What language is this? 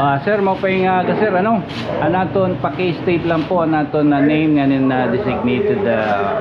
Waray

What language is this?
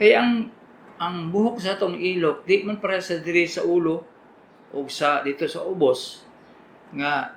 Cebuano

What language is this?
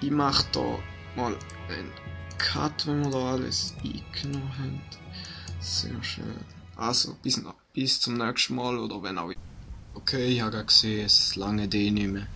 Swiss German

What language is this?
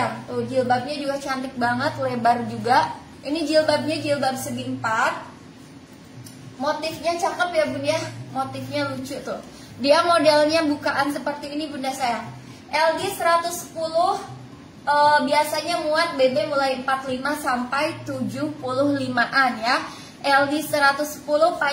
Indonesian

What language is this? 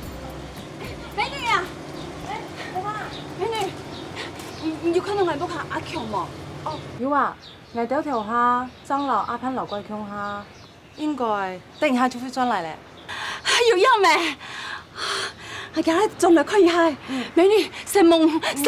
Hakka Chinese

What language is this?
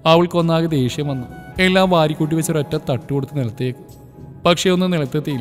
Malayalam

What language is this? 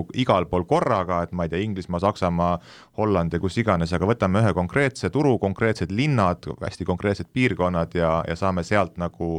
Estonian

